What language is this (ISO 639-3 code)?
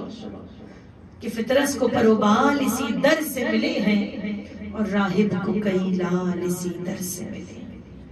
urd